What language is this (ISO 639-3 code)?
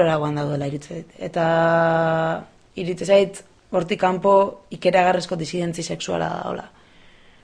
eus